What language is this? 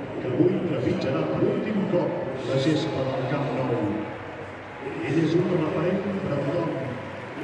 Catalan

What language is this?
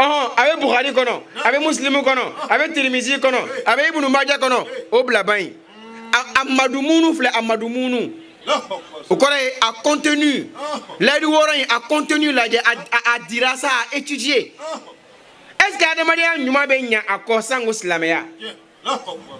Bambara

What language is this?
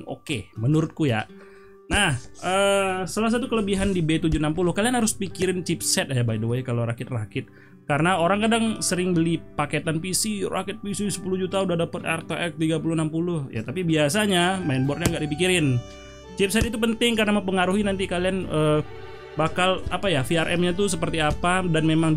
Indonesian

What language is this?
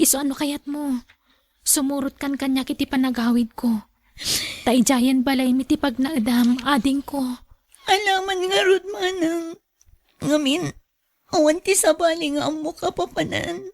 Iloko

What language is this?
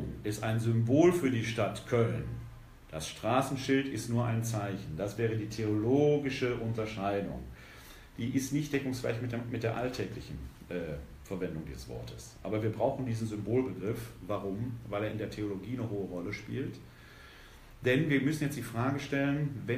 German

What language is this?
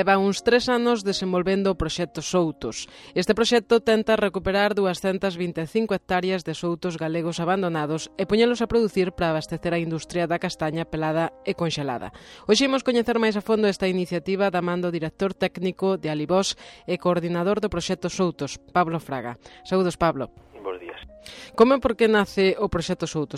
Galician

